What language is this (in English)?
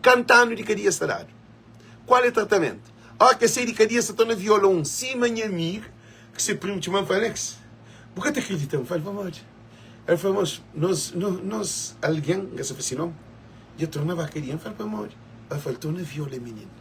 Kabuverdianu